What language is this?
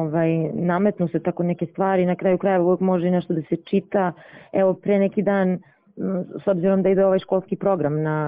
Serbian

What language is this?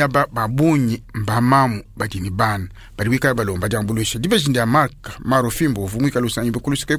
Luba-Lulua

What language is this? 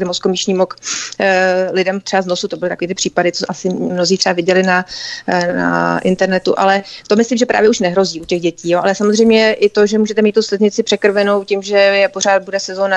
Czech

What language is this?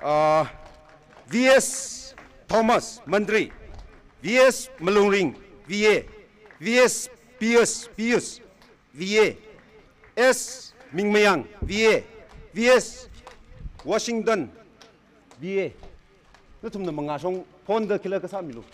Tangkhul Naga (India)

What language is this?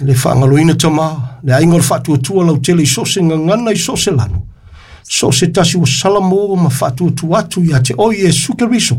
Samoan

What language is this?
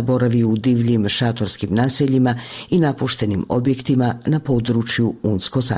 Bosnian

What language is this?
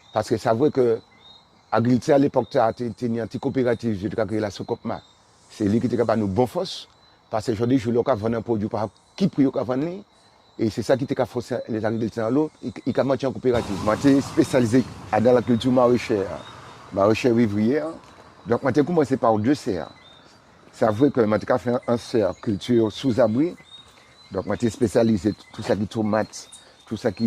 Guadeloupean Creole French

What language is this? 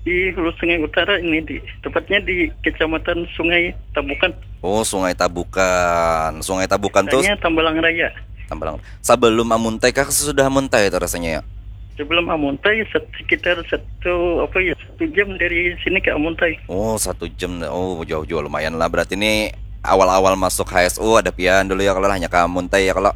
Banjar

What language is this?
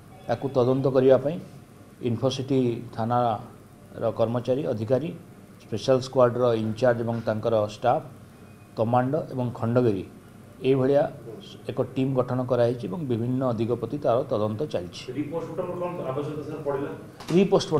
Odia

